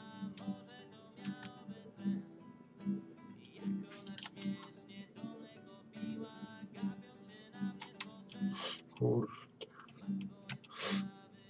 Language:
Polish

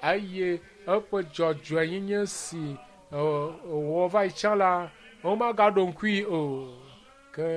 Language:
Ewe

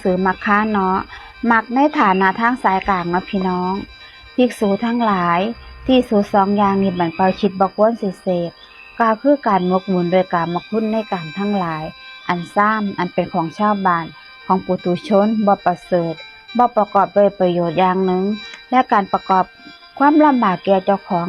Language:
Northeastern Thai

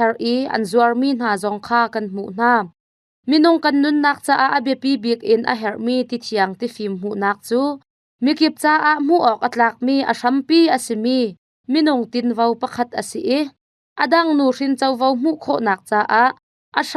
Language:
Hakha Chin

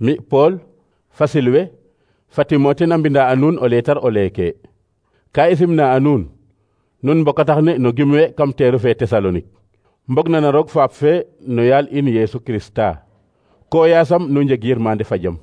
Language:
Serer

